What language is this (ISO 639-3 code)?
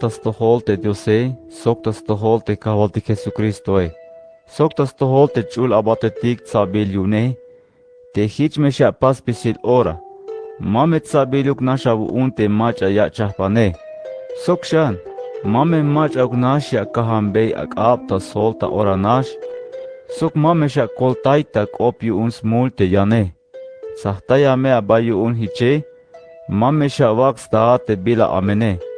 tzh